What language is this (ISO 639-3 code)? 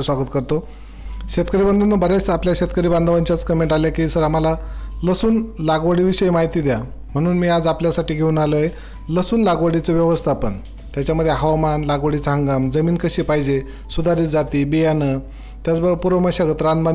mar